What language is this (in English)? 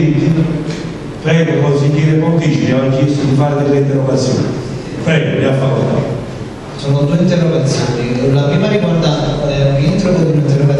Italian